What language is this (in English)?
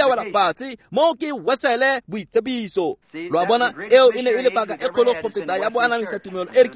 Tswana